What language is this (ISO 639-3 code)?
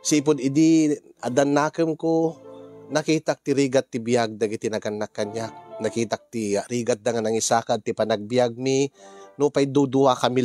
ilo